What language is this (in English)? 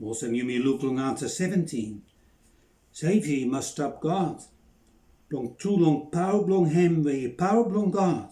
Bislama